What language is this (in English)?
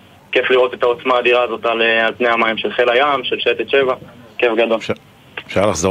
Hebrew